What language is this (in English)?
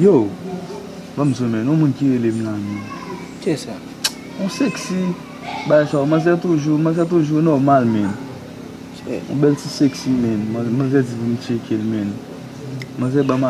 Haitian Creole